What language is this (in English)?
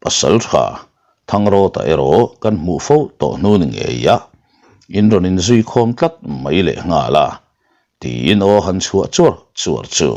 Mizo